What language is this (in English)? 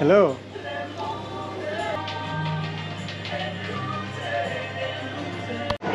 Estonian